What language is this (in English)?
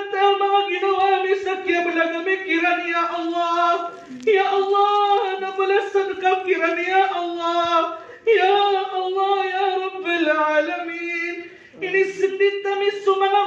Maranao